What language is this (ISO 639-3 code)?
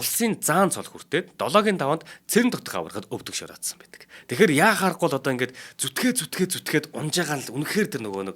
mon